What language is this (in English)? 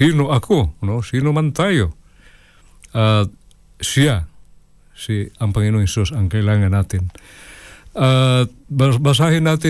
Filipino